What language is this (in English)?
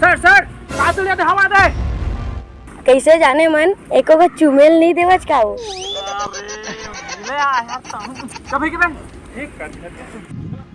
Chhattisgarhi